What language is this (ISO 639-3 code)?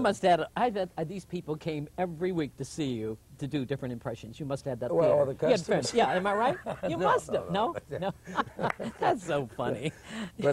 eng